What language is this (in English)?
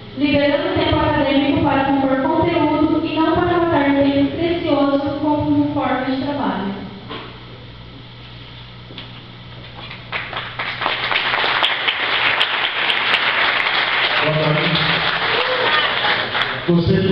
Portuguese